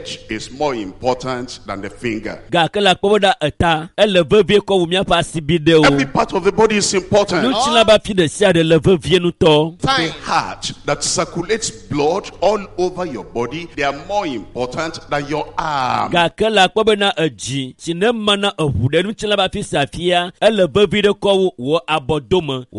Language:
Ewe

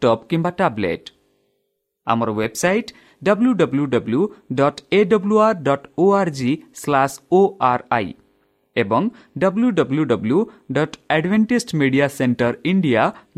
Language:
Odia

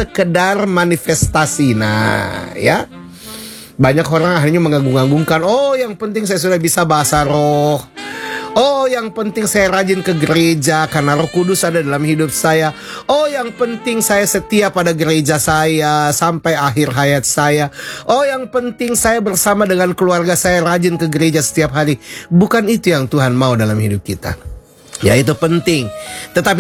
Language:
Indonesian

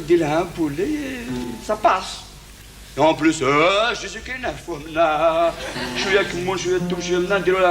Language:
Kabyle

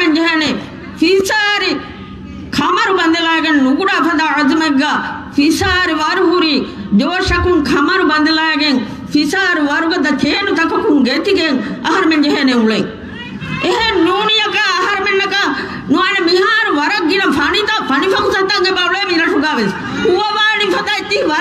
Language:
Divehi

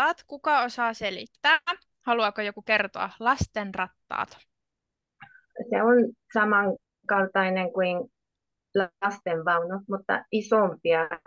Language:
Finnish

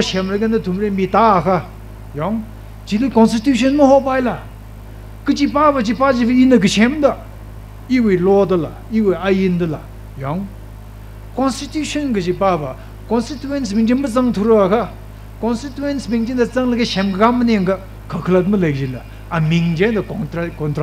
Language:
Tangkhul Naga (India)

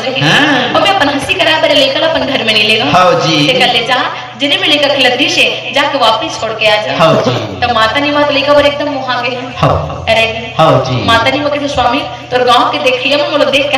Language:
Chhattisgarhi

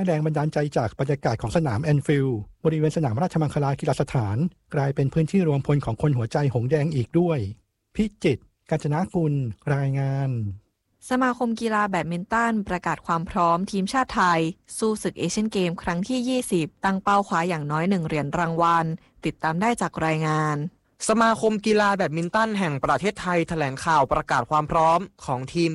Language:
Thai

